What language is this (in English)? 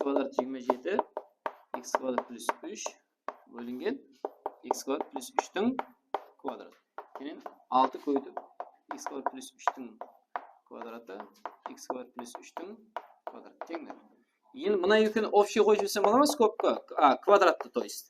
Kara-Kalpak